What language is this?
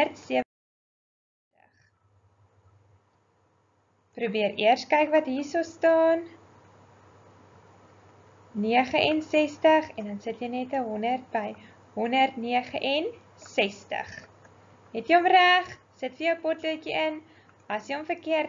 Afrikaans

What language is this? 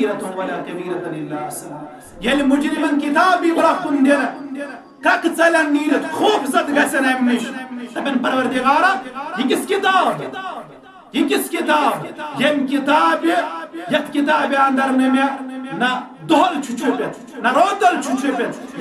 Kashmiri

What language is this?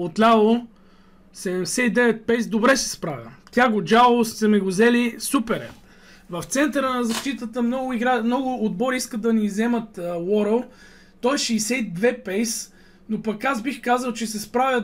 Bulgarian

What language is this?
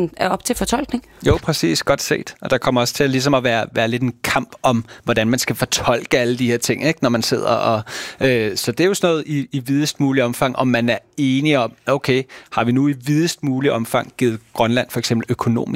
Danish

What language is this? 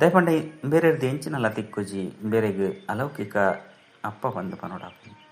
Tulu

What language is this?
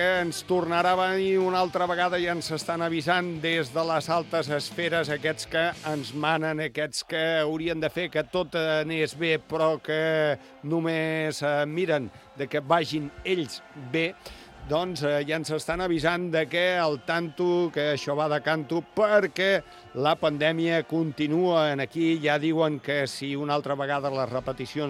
Catalan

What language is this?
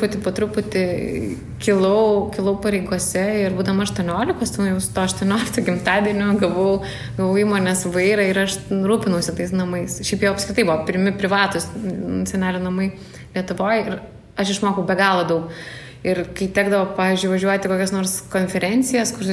Lithuanian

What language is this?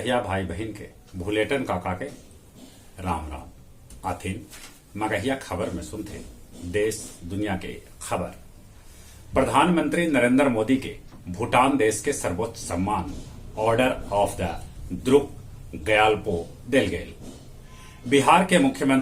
Magahi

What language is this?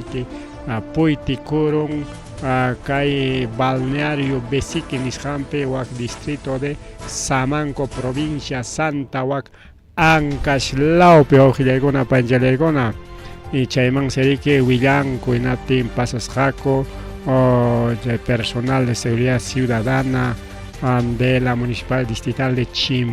Ayacucho Quechua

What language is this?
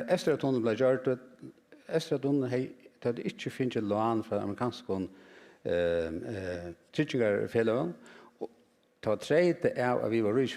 Faroese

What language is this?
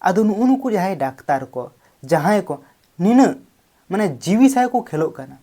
Santali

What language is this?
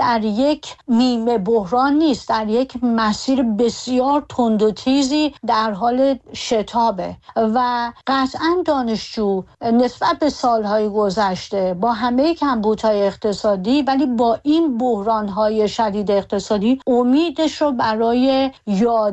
Persian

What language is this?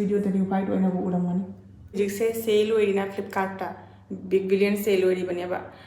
Manipuri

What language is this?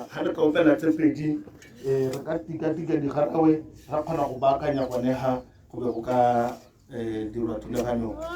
Tswana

